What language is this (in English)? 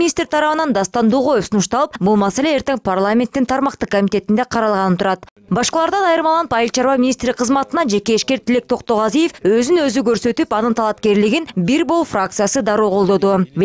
Kyrgyz